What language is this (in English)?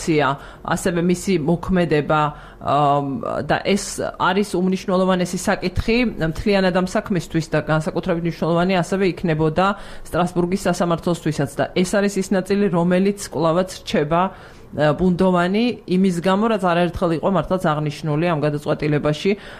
Georgian